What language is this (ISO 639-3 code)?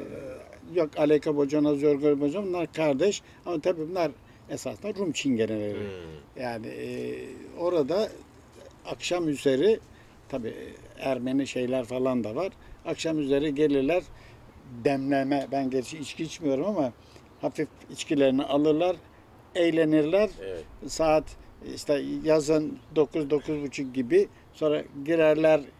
tur